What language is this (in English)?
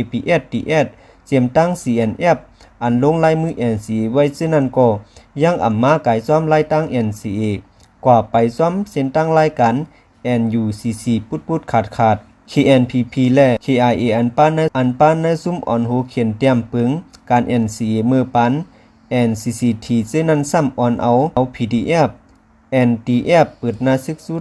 Shan